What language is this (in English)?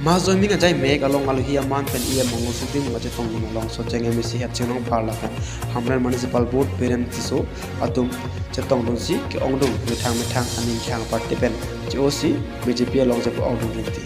Karbi